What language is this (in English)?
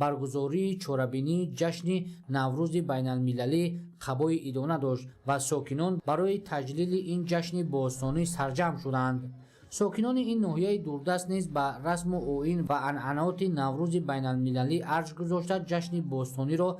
Tajik